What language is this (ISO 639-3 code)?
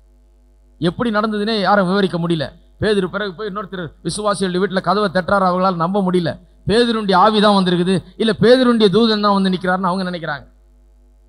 tam